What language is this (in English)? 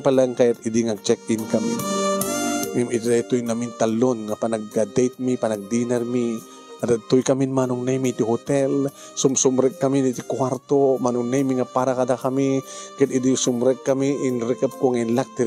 Iloko